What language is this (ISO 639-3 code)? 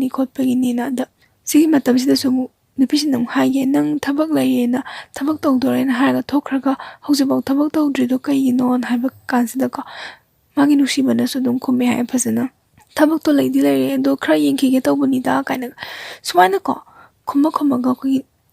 mni